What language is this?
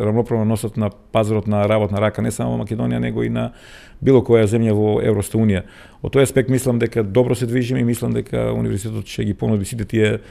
Macedonian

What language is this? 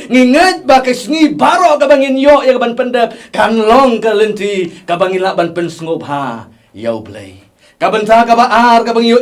Khasi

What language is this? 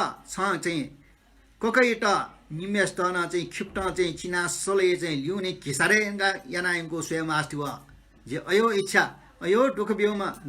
Newari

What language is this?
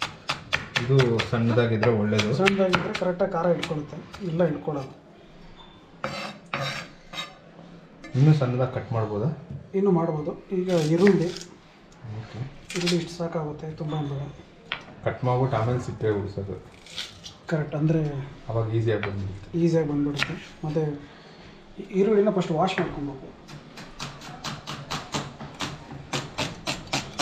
Kannada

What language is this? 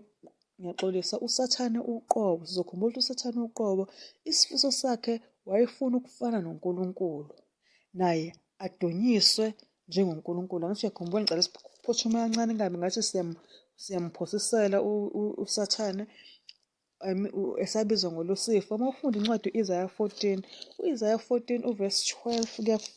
Zulu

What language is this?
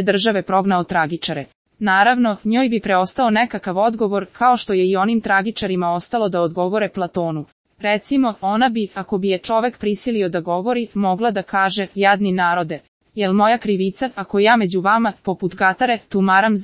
Serbian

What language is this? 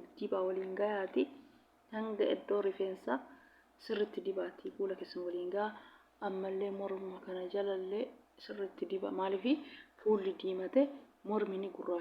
Oromo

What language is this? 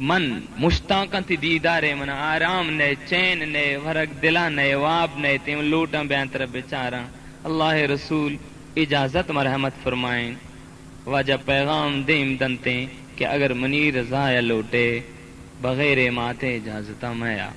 Baluchi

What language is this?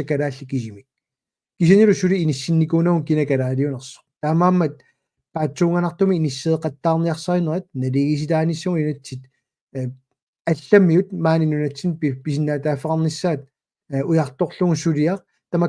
Kalaallisut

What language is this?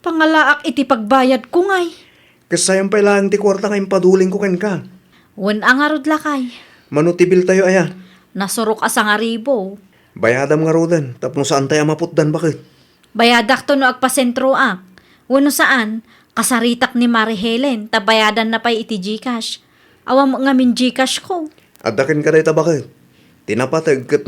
Iloko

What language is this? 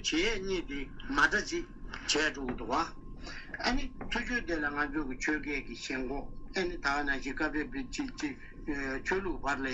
Tibetan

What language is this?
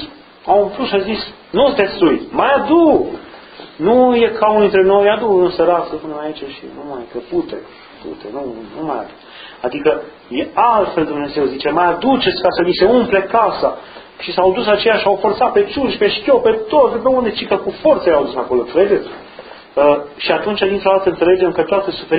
Romanian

